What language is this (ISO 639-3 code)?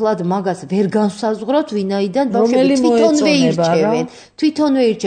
kat